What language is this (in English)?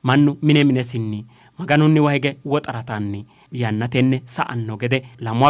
Sidamo